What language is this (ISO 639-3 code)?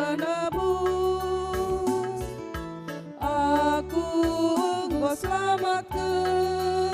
btx